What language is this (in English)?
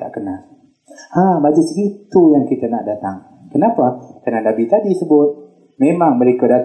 Malay